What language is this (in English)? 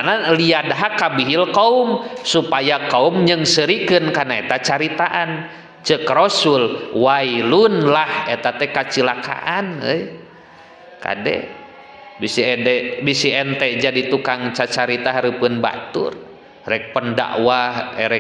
Sundanese